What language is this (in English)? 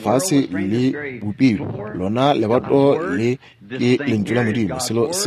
Northern Sotho